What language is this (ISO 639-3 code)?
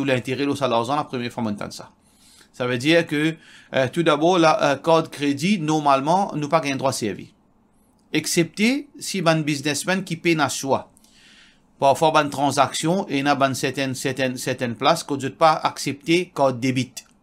mfe